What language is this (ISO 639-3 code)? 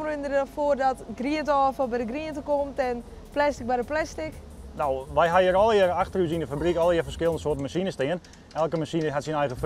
fry